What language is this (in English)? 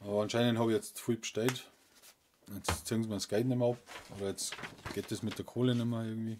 Bavarian